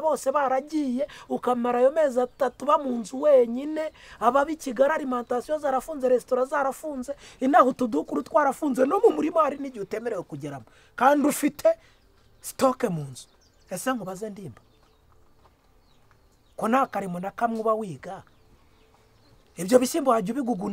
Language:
Kinyarwanda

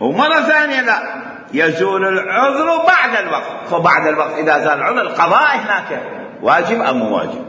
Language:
Mesopotamian Arabic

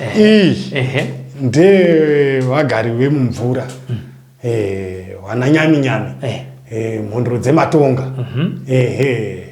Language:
Shona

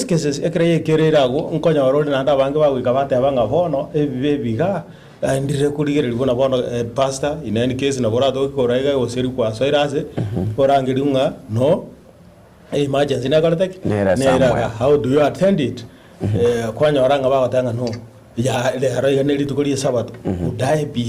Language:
Gusii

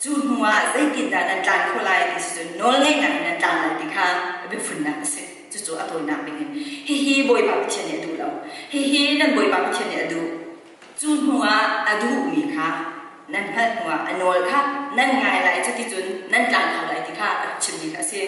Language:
Hakha Chin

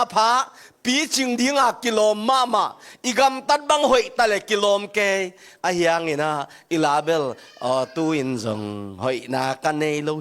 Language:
Tedim Chin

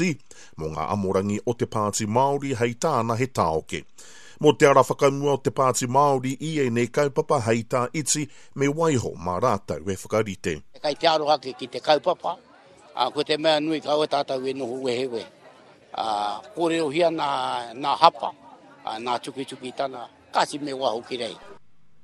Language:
Māori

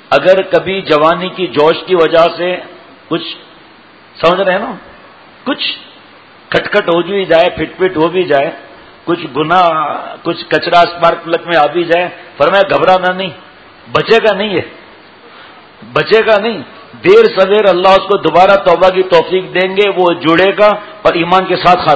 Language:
Urdu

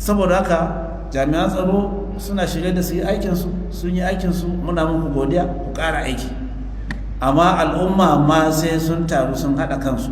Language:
Hausa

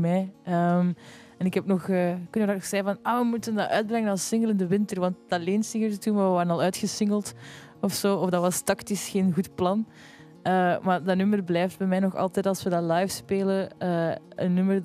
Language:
Dutch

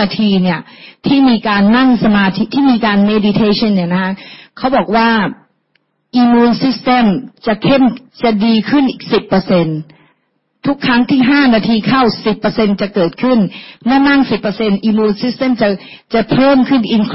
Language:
Thai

